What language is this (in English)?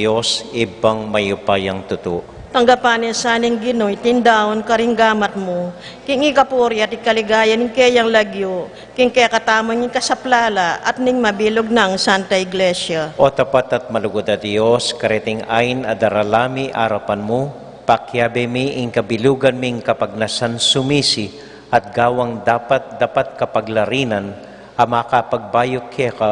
Pampanga